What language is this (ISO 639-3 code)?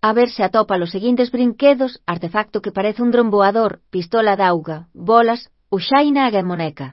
glg